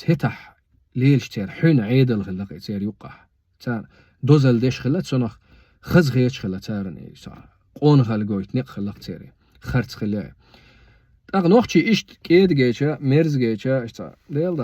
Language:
Chechen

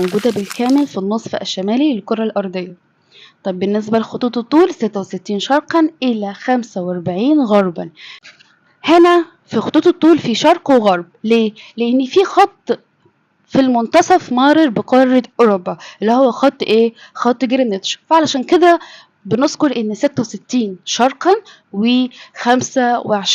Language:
Egyptian Arabic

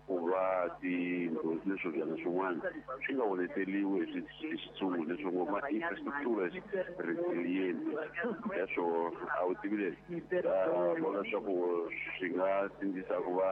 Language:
Tsonga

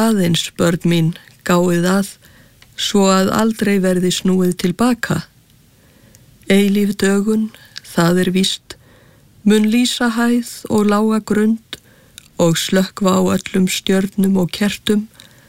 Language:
Icelandic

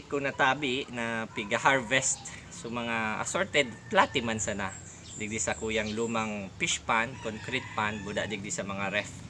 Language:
Bikol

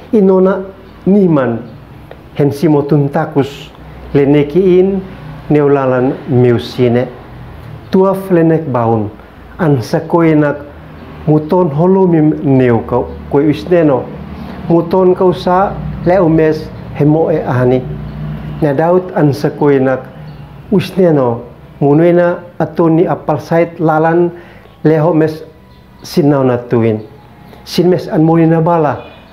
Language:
Uab Meto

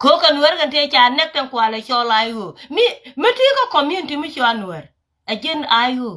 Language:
Nuer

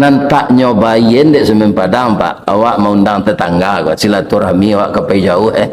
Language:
Minangkabau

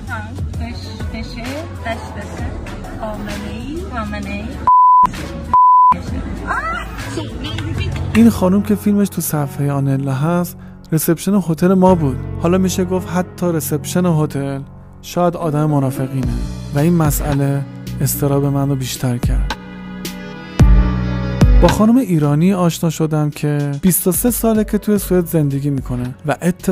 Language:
Persian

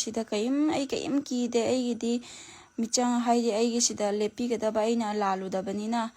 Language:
Manipuri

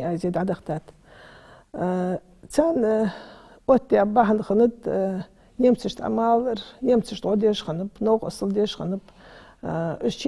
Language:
Ingush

